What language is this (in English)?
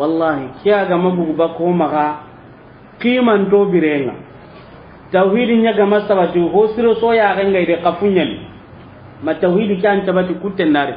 Soninke